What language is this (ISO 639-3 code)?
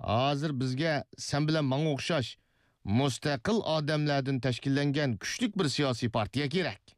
uig